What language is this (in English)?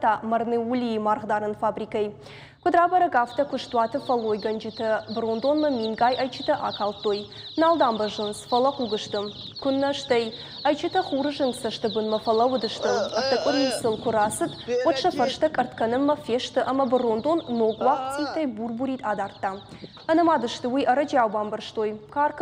Ossetic